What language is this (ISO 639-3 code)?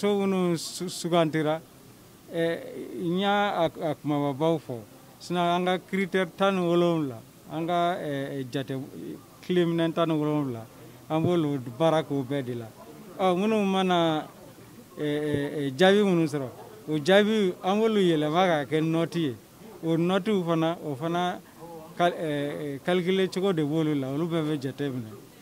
bam